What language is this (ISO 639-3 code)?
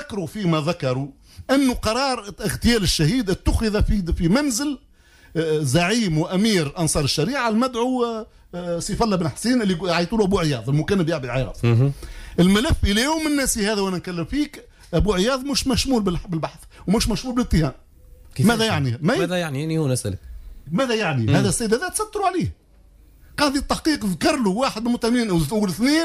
aeb